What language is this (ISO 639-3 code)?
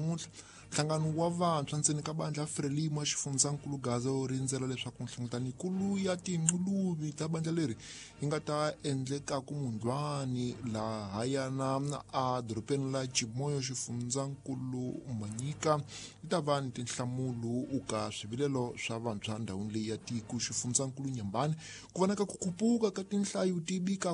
tso